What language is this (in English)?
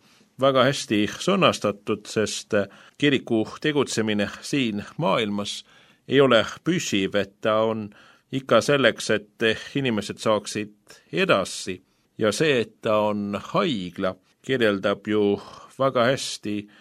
Estonian